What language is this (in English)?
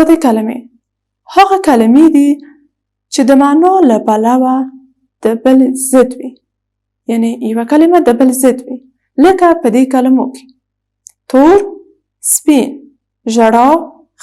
Pashto